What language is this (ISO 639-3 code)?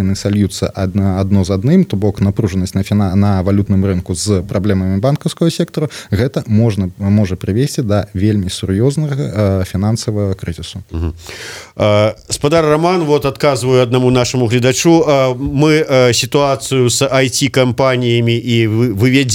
bel